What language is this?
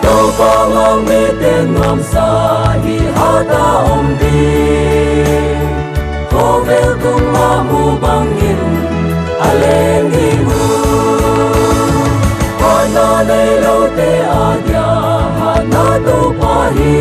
Paite Chin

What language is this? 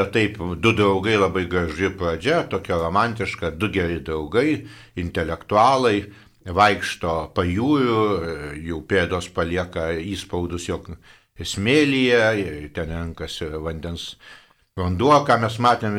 Lithuanian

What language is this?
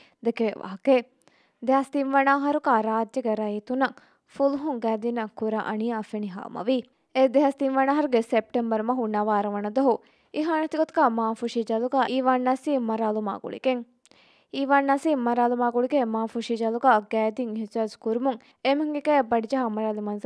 Divehi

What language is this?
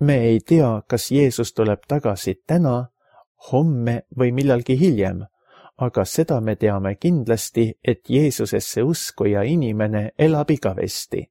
Estonian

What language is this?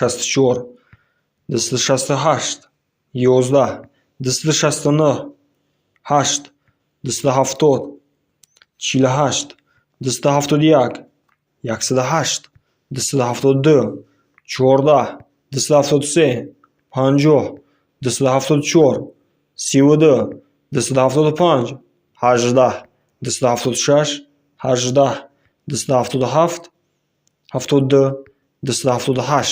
Tajik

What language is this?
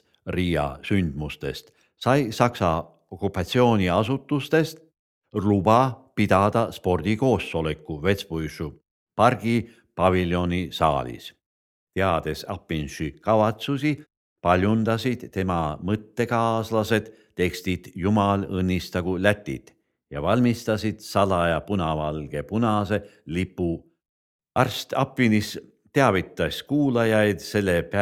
Estonian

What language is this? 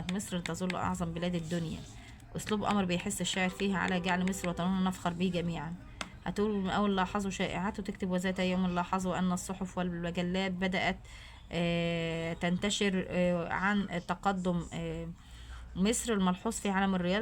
Egyptian Arabic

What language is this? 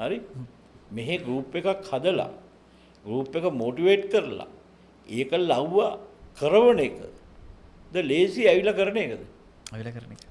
Sinhala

